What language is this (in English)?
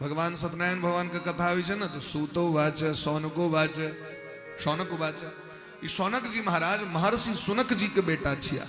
Maithili